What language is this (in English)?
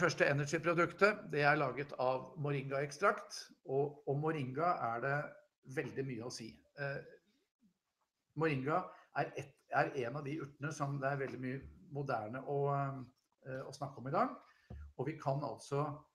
Norwegian